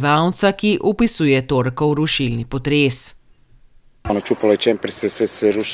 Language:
Slovenian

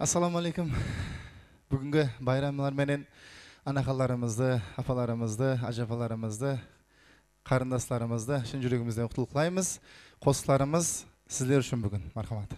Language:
Kara-Kalpak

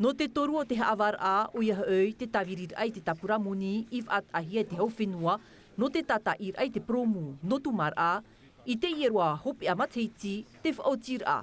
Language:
Tahitian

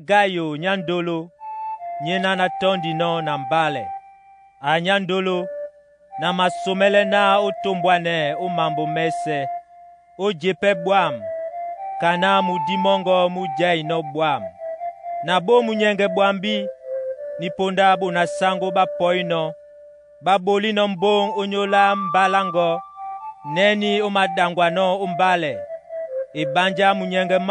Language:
Duala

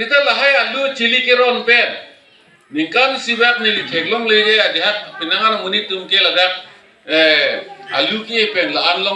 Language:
Karbi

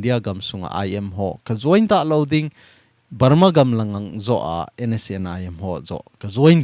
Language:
Thado Chin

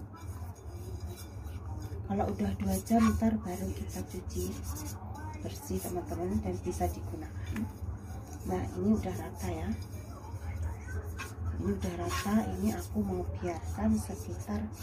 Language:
Indonesian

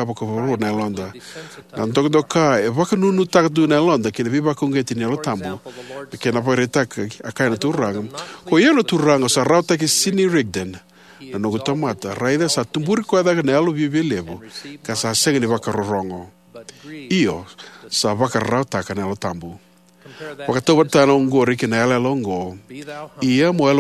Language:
Fijian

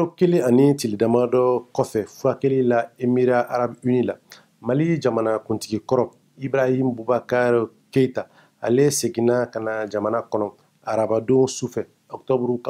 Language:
Bambara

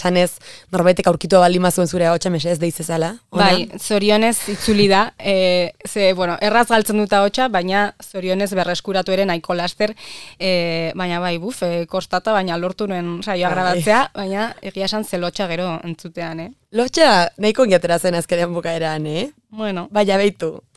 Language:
Basque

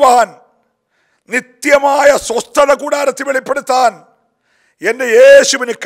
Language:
Malayalam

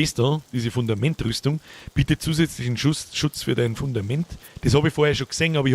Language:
Bavarian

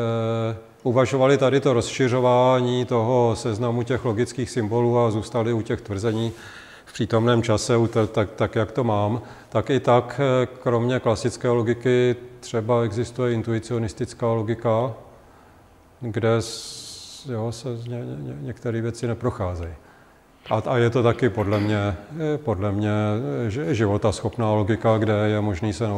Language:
Czech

